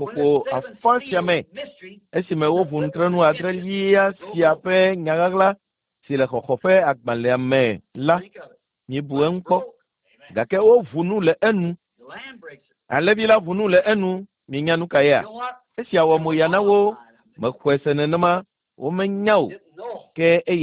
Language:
Ewe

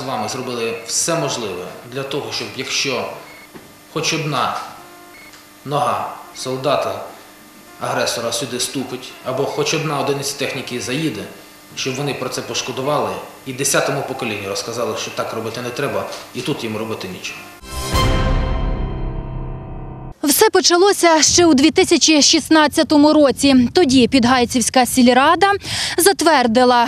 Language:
Ukrainian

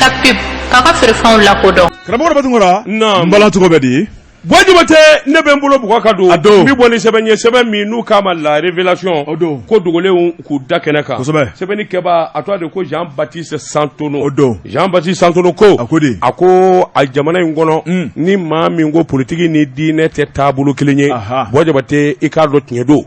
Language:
Bambara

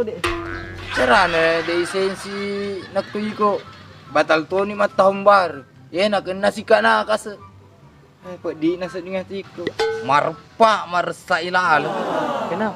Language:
Buginese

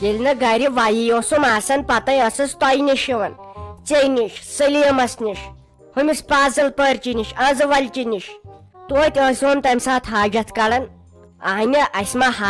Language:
Kashmiri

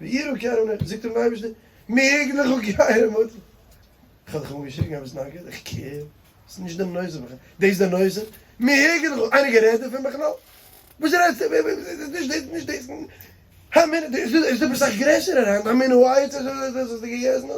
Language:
Yiddish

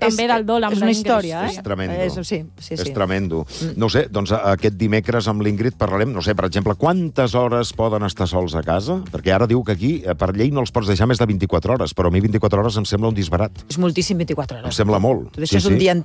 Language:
Catalan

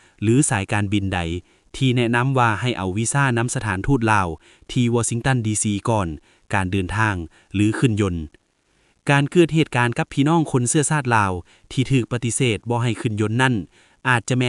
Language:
Lao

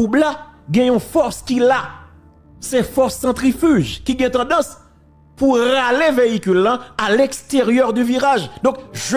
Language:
Haitian Creole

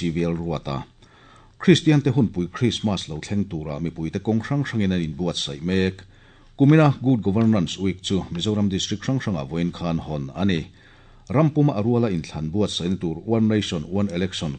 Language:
Mizo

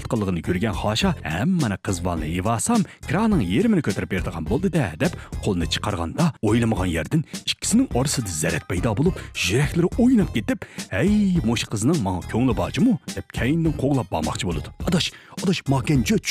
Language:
Uyghur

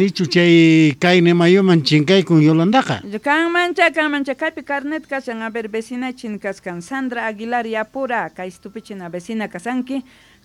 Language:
South Bolivian Quechua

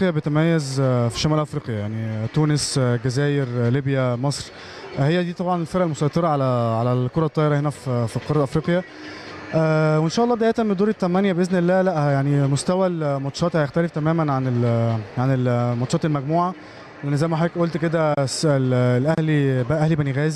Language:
Egyptian Arabic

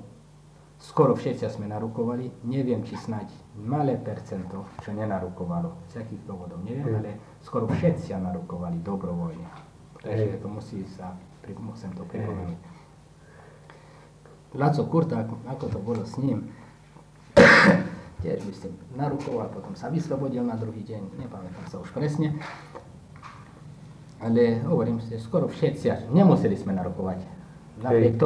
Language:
Slovak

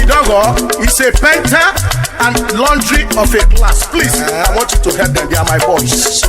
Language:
Urhobo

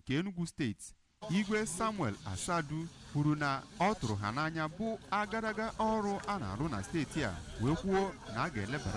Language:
Igbo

